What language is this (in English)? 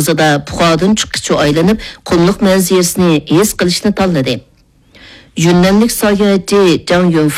Uyghur